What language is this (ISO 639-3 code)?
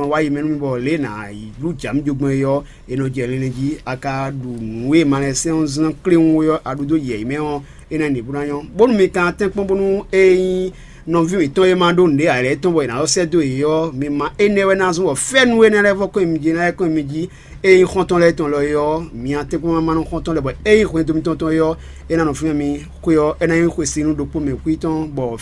fon